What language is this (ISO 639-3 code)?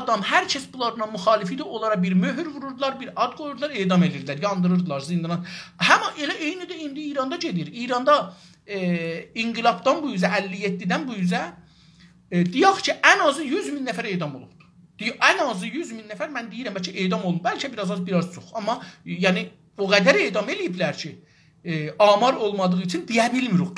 azb